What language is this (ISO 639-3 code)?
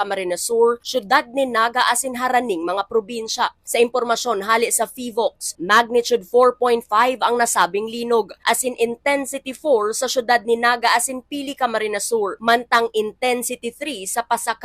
bik